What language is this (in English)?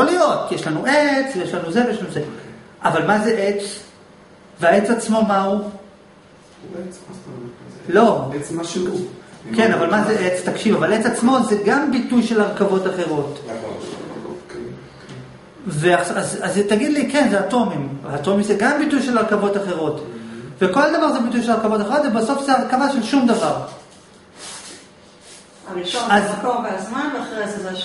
Hebrew